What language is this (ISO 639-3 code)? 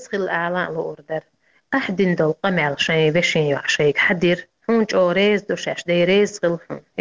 che